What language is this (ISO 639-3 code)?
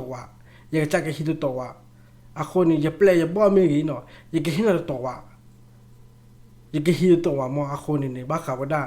ksw